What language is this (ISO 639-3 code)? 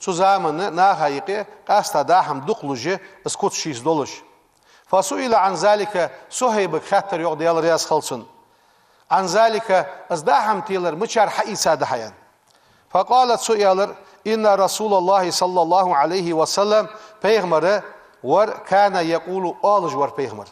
inh